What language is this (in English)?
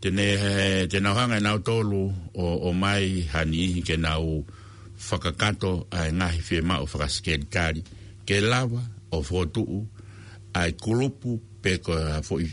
Tongan